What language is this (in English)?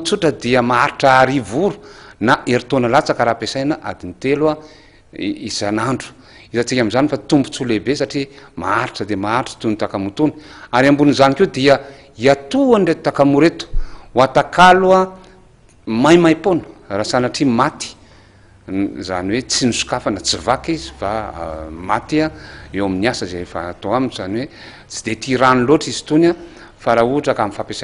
Malagasy